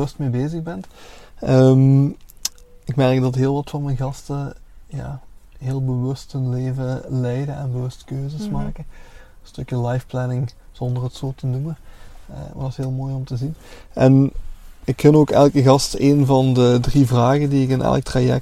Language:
Dutch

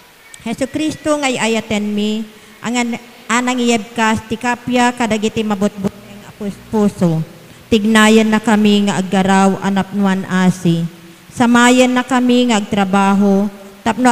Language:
Iloko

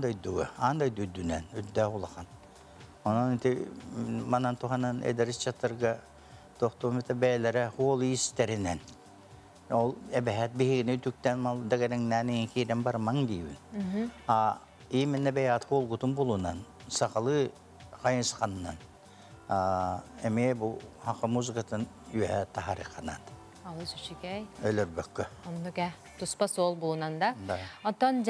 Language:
Yakut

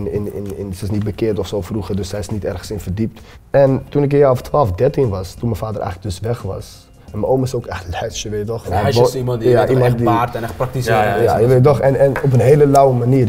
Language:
Dutch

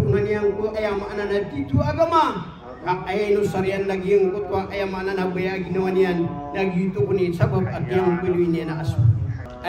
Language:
Maranao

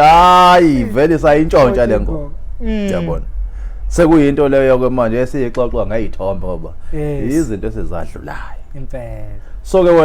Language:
Zulu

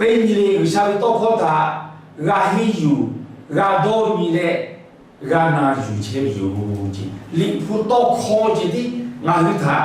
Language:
Lahu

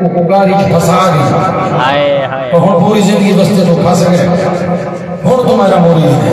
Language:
Saraiki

